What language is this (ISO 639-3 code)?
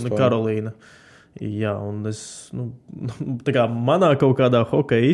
lav